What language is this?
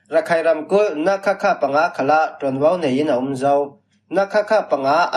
Falam Chin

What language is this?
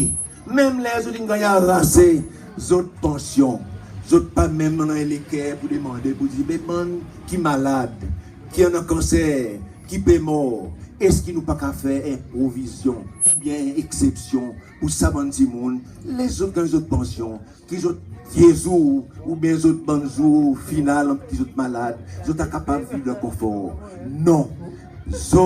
Seselwa Creole French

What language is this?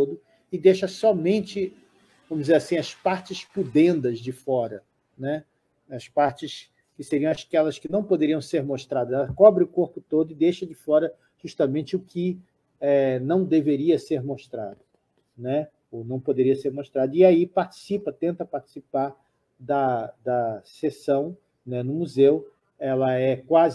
Portuguese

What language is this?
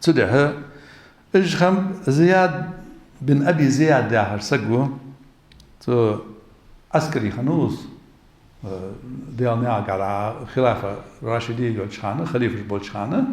Ingush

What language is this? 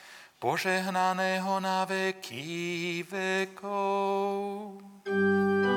Slovak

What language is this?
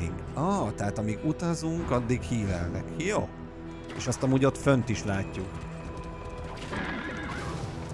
Hungarian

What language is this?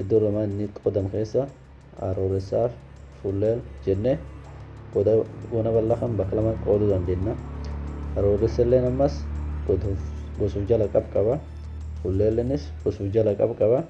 Oromo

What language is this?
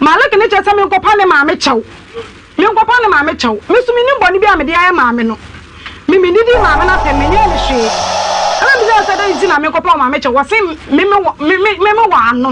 Akan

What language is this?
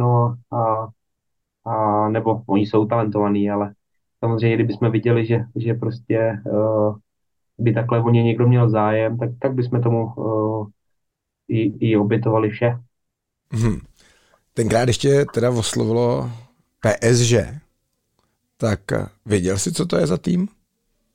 Czech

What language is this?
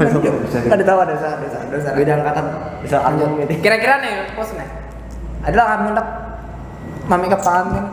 Banjar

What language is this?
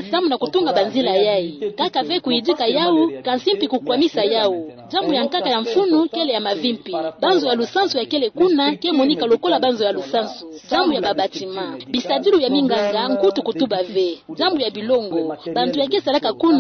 Kituba (Democratic Republic of Congo)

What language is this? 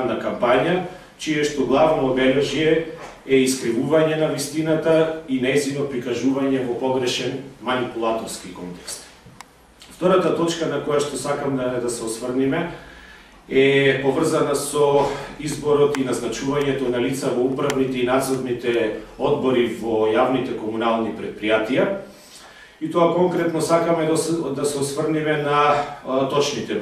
Macedonian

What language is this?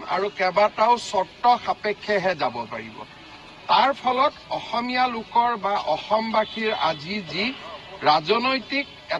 Assamese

